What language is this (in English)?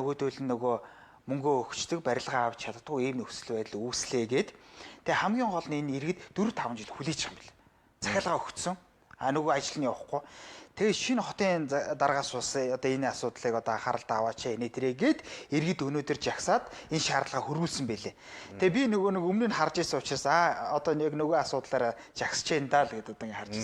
Mongolian